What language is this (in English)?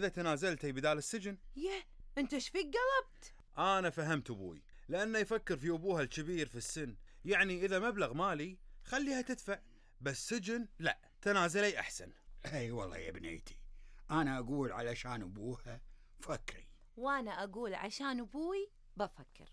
Gulf Arabic